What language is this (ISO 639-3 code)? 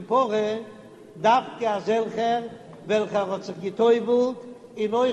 yid